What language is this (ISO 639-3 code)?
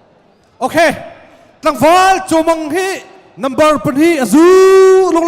cnh